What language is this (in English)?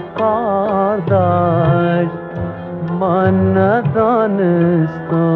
Persian